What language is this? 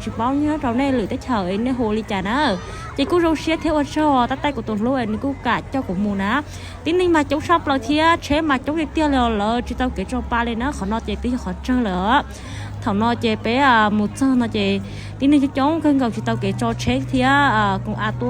Hmong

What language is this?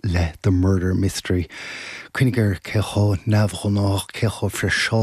Irish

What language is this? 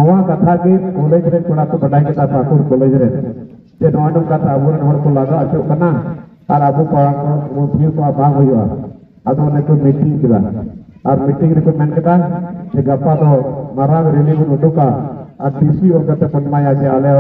Santali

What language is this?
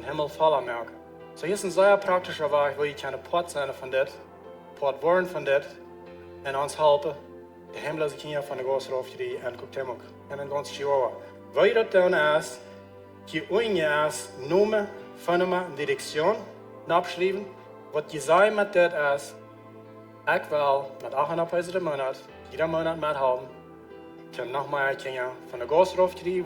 Plautdietsch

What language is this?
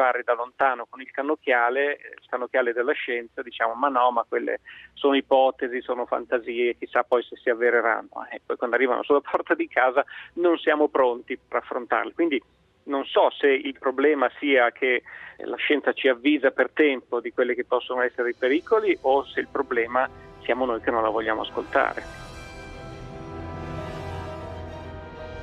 Italian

